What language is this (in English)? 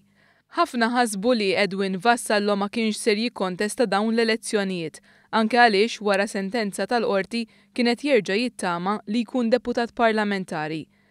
Maltese